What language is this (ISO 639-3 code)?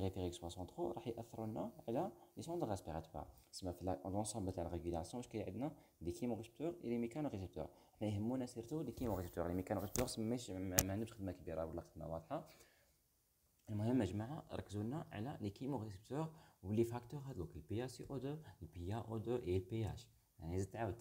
arq